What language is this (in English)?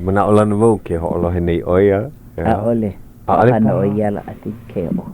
Hawaiian